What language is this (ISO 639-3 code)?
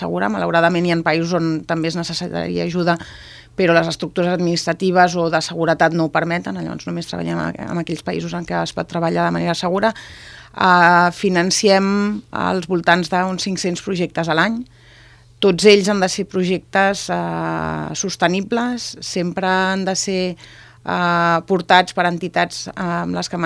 cat